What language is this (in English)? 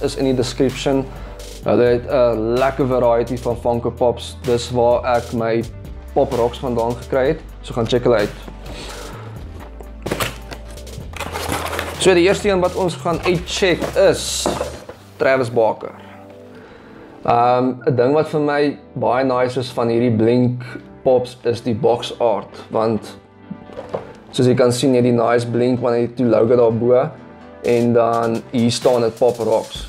Afrikaans